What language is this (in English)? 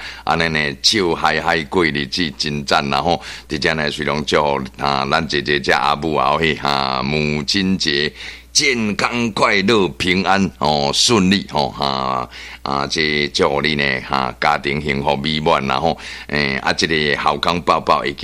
Min Nan Chinese